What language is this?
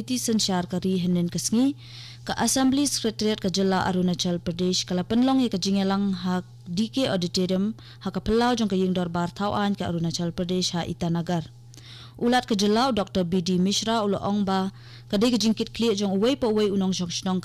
Khasi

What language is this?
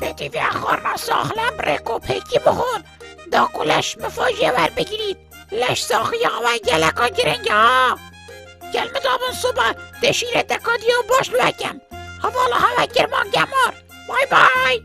Kurdish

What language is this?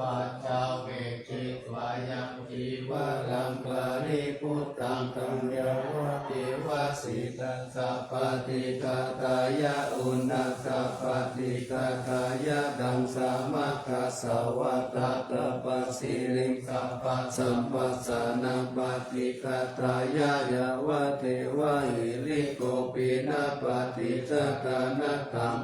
Pali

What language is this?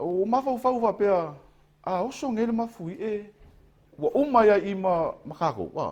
Samoan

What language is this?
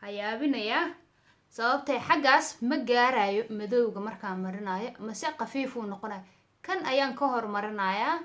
Somali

